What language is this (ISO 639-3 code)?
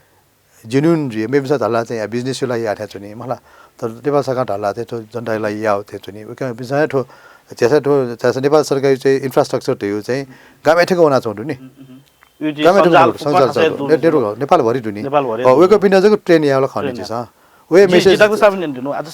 new